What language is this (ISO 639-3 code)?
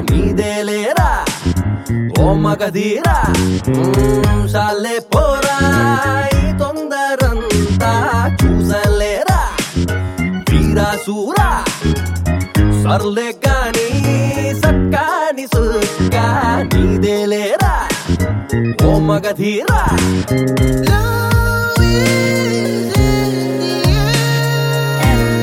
tel